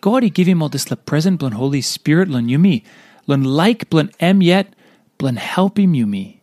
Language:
Tok Pisin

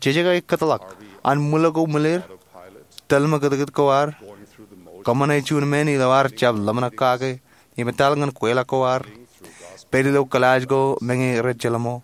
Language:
Marshallese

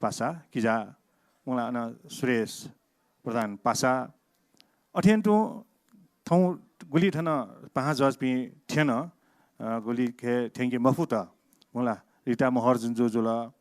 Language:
Newari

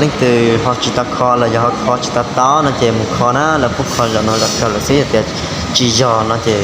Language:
Hmong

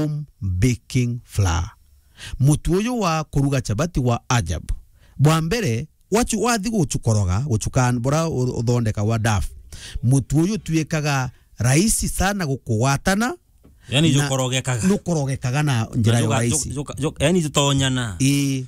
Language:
Meru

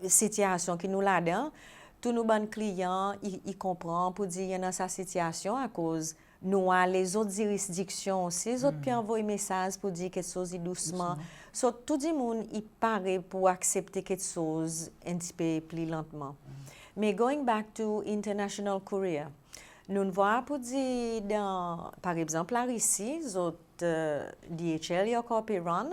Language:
Seselwa Creole French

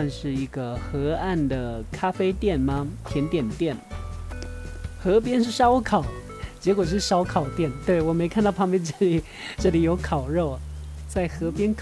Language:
Chinese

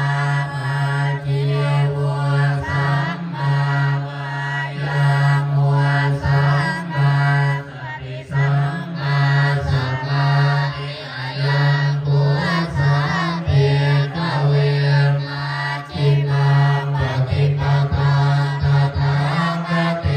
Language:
Pali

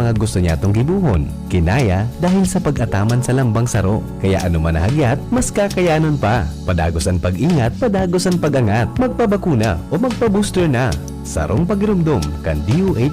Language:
Bikol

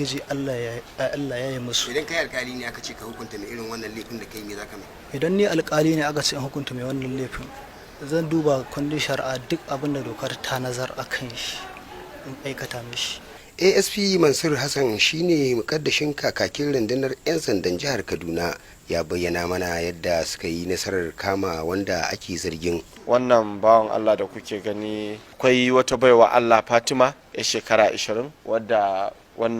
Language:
Hausa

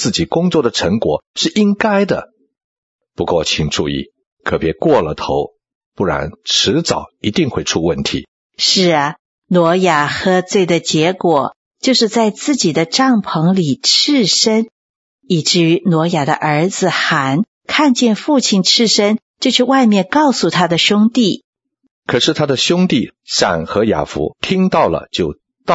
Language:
Chinese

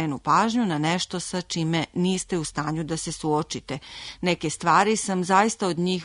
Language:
Serbian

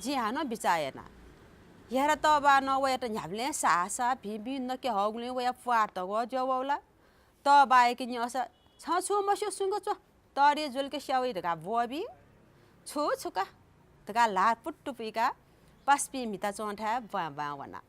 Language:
Newari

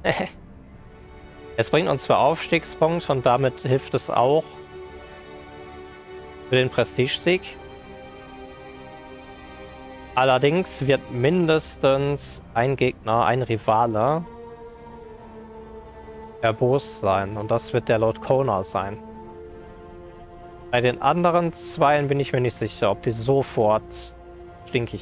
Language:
German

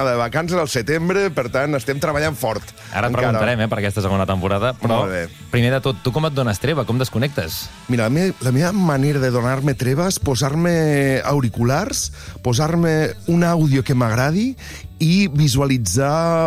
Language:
Catalan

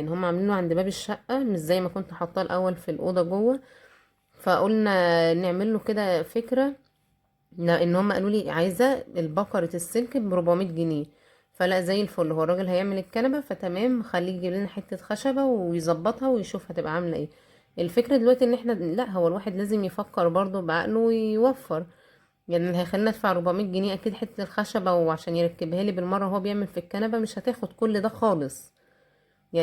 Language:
Egyptian Arabic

